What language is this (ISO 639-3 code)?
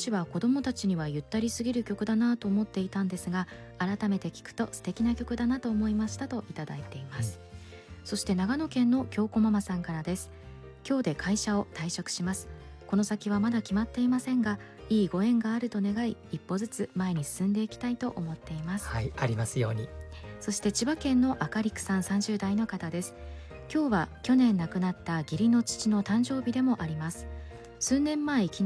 jpn